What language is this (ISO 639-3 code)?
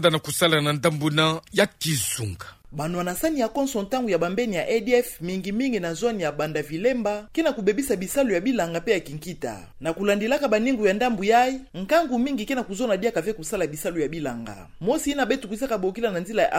ktu